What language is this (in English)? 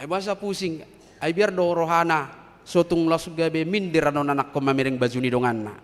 Batak Toba